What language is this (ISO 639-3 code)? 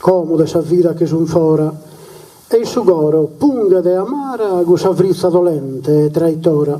srd